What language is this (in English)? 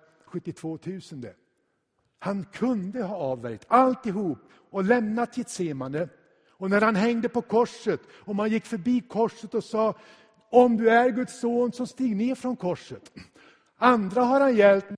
Swedish